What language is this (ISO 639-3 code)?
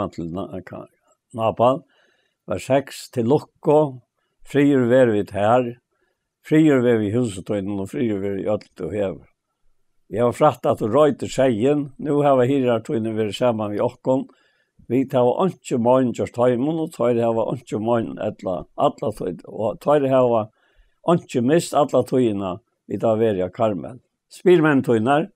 fao